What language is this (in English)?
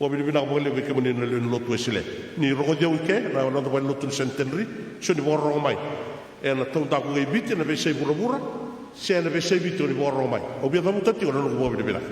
Fijian